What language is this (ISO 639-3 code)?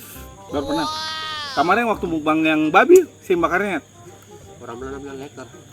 abs